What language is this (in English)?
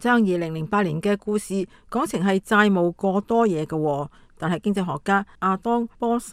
Cantonese